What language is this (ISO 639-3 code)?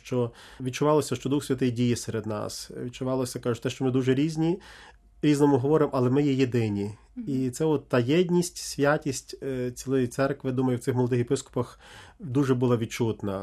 ukr